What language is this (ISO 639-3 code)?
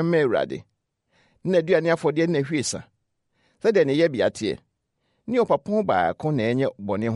aka